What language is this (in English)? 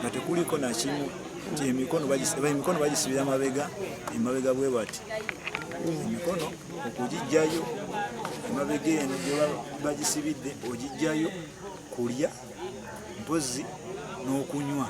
Ganda